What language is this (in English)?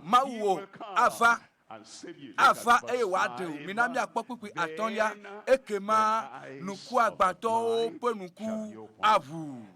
Ewe